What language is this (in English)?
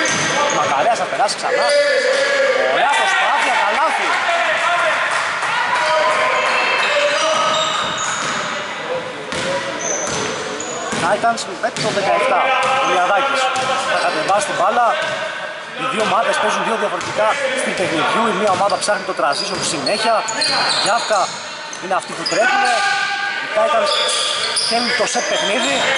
Greek